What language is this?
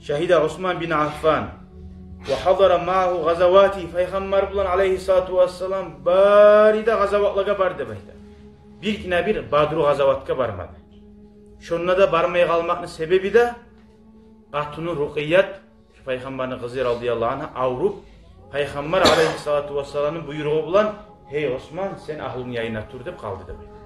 Kumyk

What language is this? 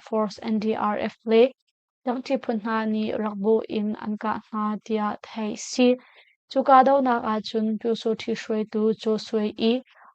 Hakha Chin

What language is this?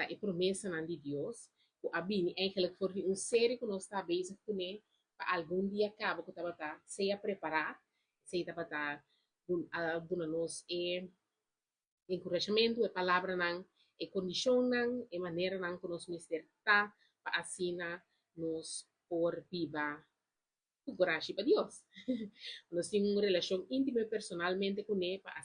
Papiamento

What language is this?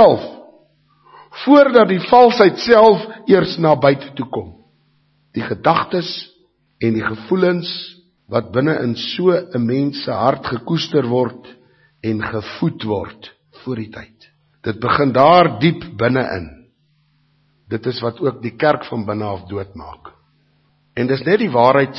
Afrikaans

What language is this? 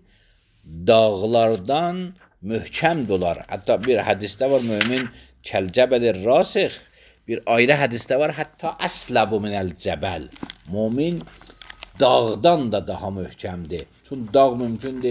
Azerbaijani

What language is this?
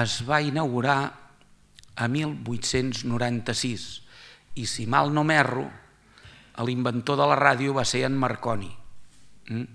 Catalan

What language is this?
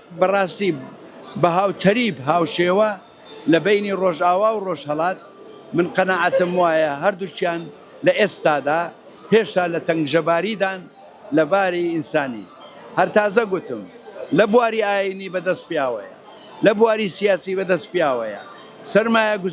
Central Kurdish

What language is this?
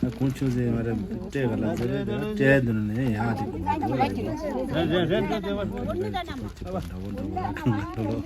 Tibetan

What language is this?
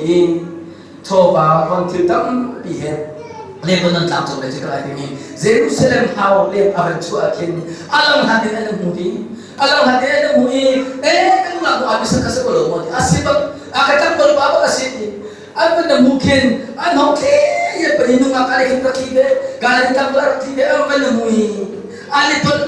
Hakha Chin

